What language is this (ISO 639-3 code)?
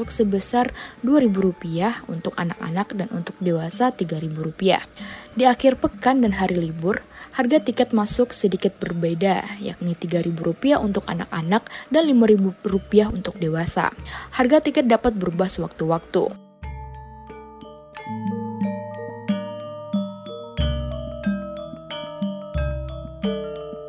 ind